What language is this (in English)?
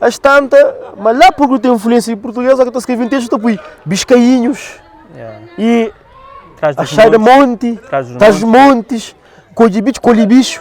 Kabuverdianu